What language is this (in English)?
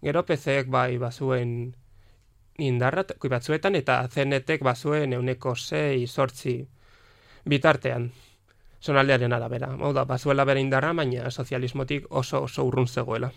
Basque